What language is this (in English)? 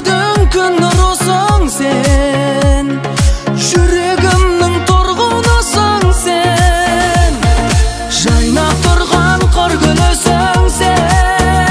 Kazakh